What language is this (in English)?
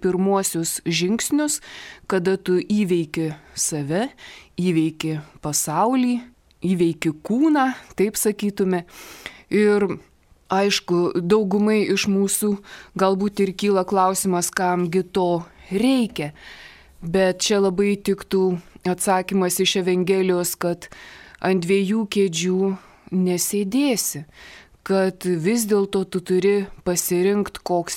Lithuanian